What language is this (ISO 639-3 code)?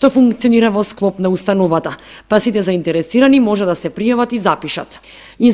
mkd